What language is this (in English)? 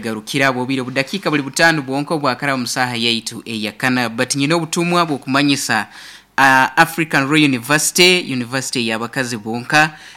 Nyoro